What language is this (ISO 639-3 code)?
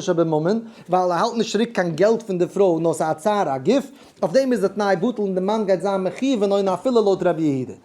yid